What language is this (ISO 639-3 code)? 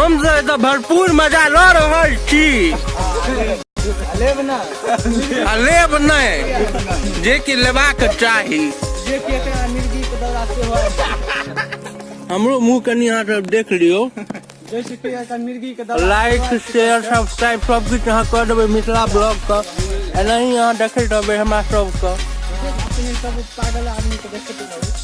mai